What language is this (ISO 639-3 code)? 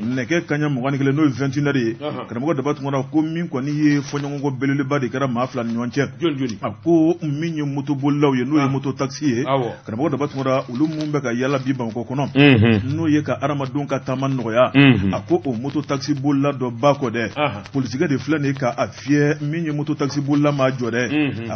bam